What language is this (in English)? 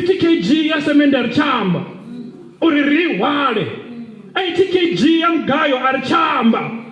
Venda